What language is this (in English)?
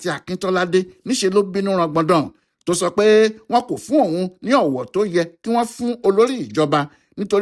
Yoruba